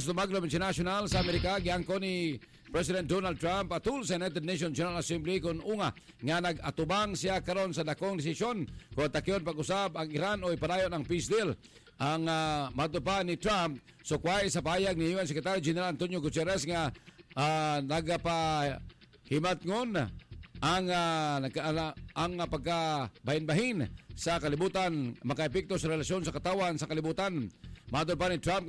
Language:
Cebuano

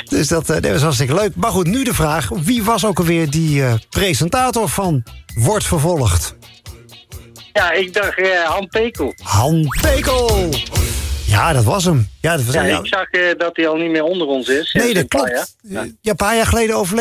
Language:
Dutch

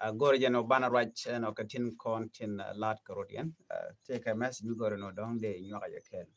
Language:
Nuer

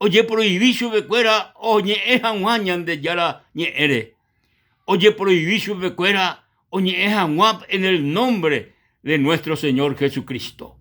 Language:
Guarani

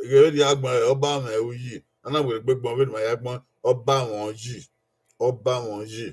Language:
Bini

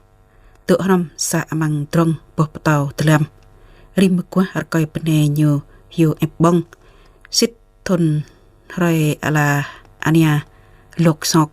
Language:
Jarai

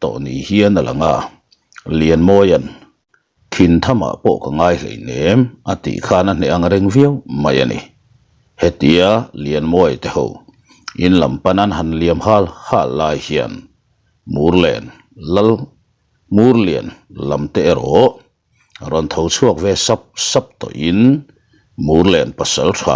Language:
Mizo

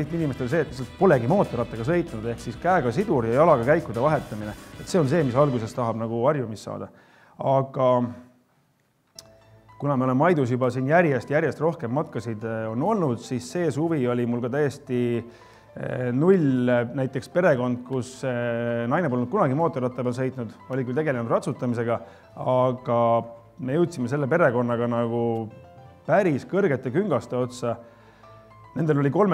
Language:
Estonian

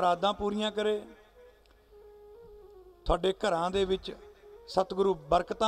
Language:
Punjabi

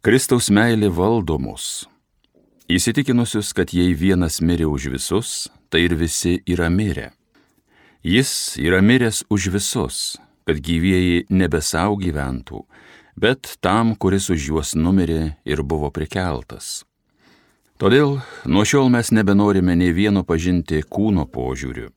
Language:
Lithuanian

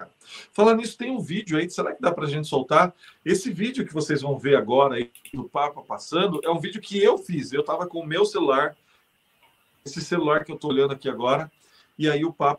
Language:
Portuguese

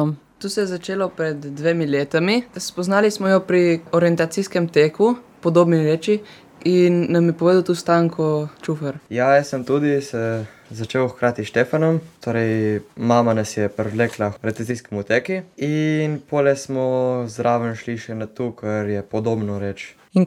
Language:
Slovenian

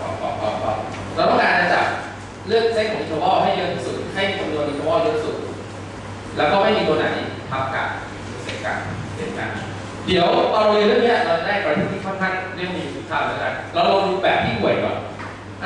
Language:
Thai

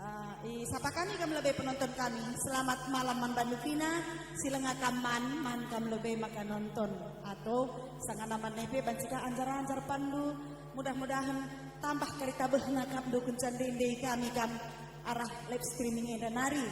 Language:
Batak Karo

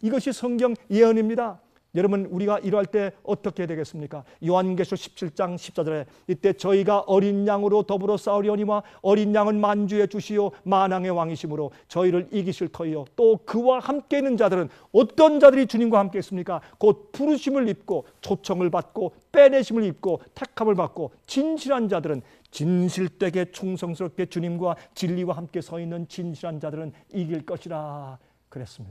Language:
Korean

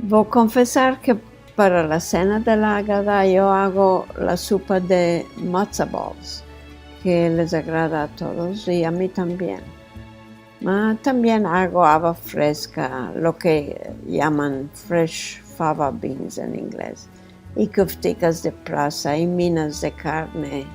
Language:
Ladino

